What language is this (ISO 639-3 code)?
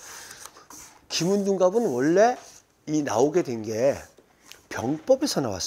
kor